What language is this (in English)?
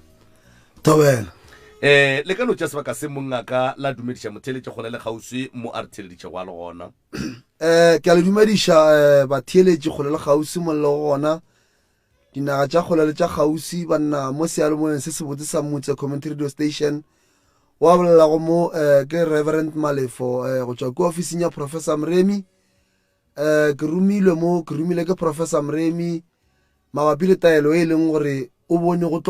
Northern Sotho